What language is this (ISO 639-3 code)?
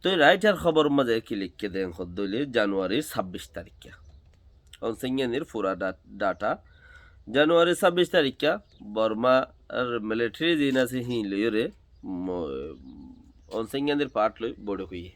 rhg